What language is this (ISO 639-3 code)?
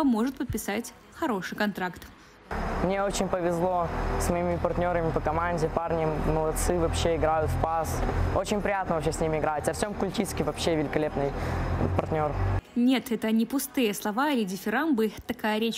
rus